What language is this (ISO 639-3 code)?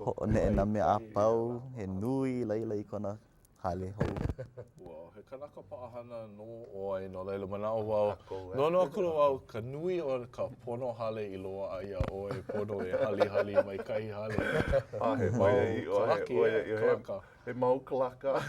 haw